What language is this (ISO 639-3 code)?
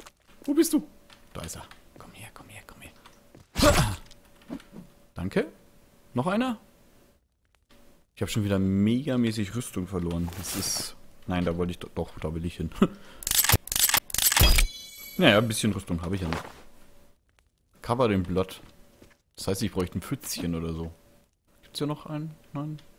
deu